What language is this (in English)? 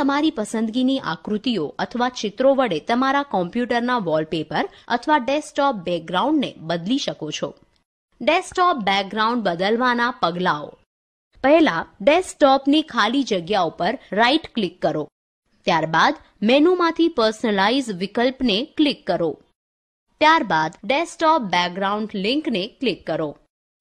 Gujarati